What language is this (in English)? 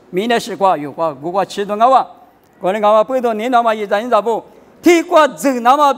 Lisu